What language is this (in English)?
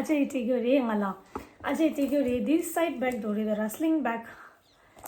Tibetan